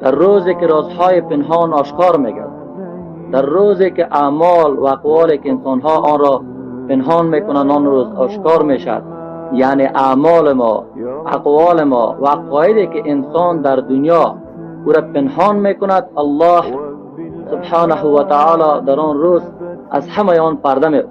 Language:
Persian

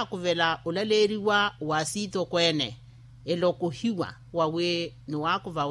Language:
Makhuwa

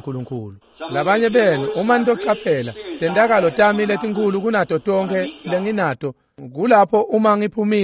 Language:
Swati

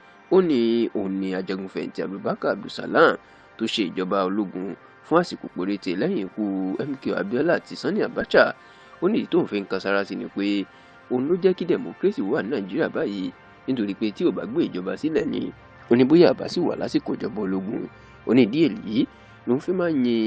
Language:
Yoruba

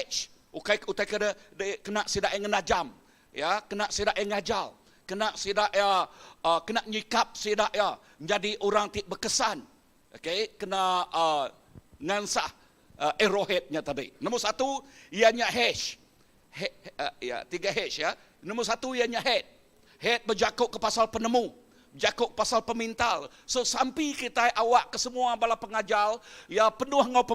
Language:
Iban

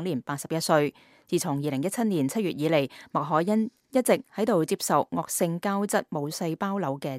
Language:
Cantonese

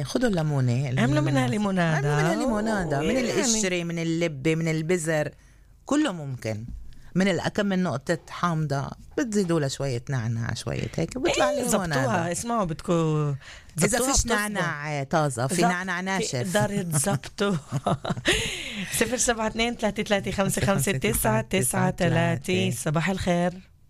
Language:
North Levantine Arabic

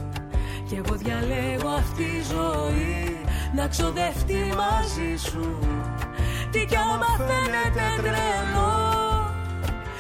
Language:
Greek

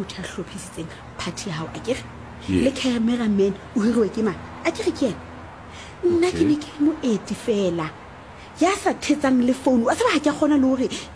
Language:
Southern Sotho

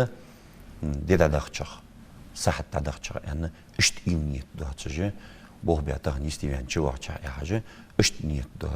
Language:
Ingush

